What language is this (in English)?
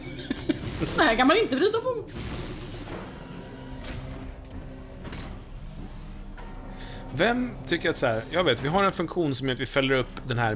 Swedish